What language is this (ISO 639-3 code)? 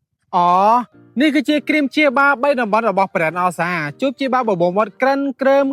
khm